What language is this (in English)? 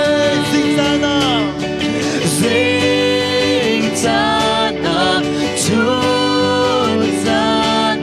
Hakha Chin